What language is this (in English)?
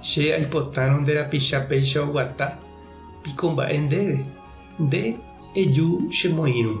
Guarani